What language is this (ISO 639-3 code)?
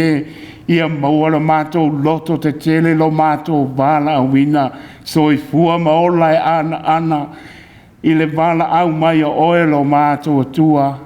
smo